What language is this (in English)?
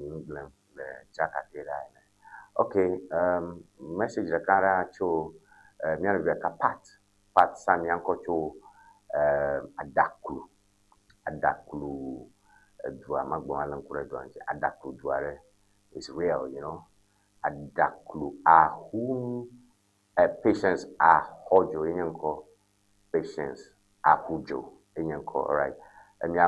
Ewe